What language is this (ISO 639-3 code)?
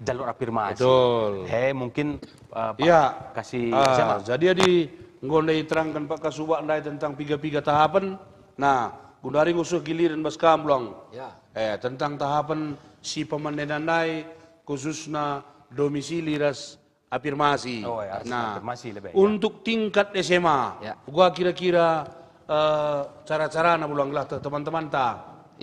btx